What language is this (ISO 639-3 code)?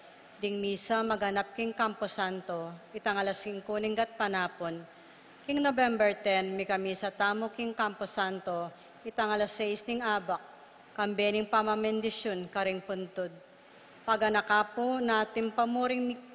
pam